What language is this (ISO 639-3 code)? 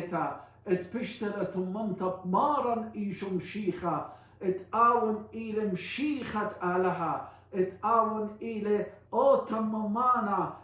aii